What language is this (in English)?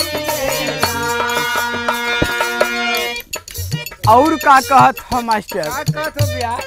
Bhojpuri